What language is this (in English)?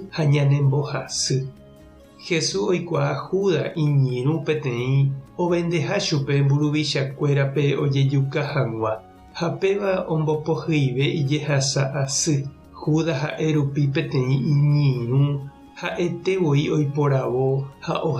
Guarani